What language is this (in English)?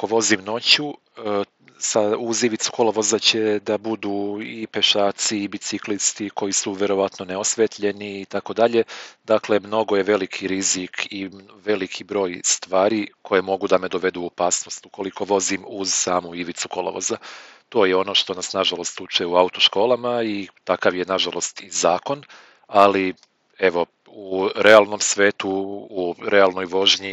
Serbian